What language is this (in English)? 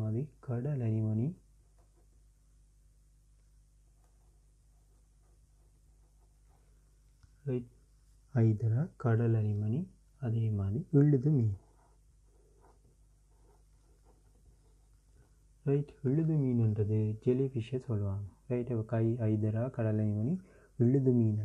Tamil